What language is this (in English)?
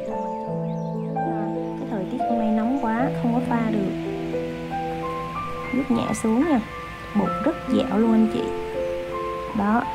Vietnamese